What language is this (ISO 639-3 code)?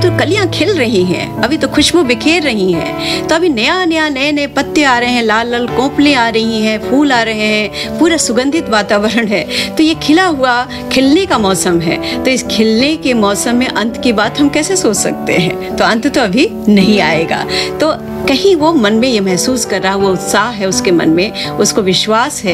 hin